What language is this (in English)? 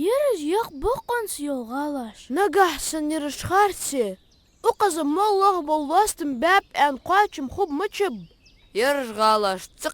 Ingush